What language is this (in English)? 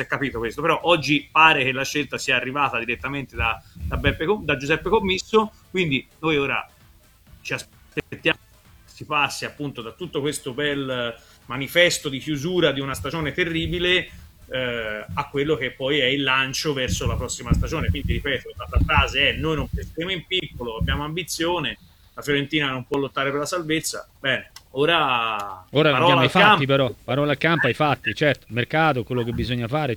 Italian